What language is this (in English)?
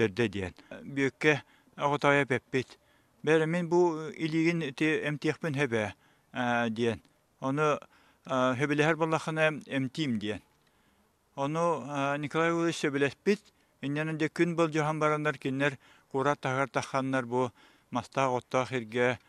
Yakut